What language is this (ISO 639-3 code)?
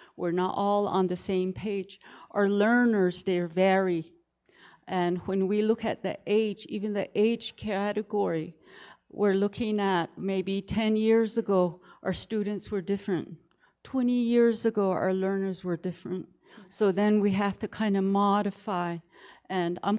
nav